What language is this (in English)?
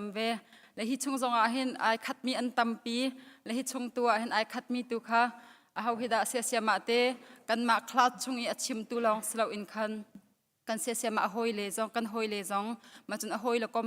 Hakha Chin